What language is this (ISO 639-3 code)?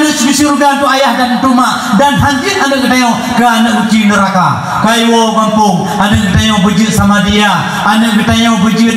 ace